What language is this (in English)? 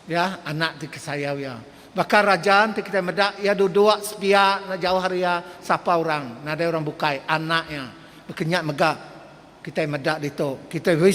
Iban